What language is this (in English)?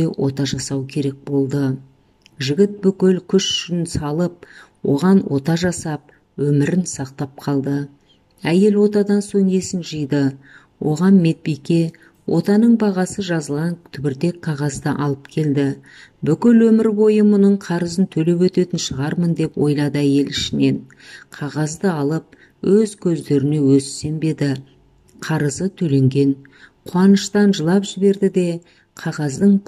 Kazakh